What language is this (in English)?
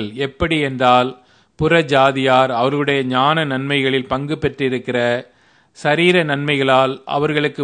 Tamil